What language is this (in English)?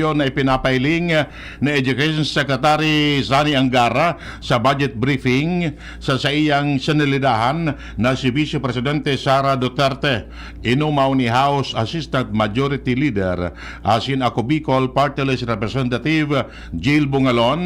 Bikol